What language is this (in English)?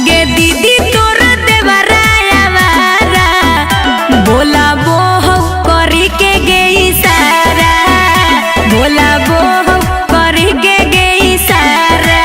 Magahi